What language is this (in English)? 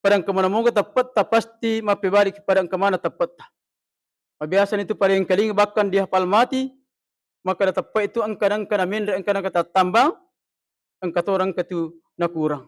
Buginese